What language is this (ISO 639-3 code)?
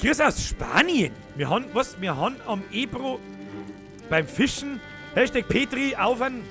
bar